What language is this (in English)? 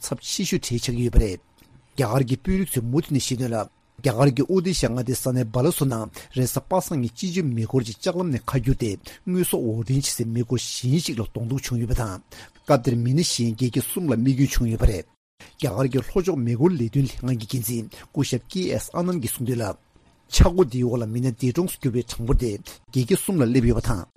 Tibetan